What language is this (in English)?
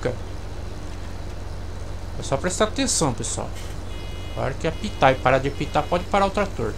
Portuguese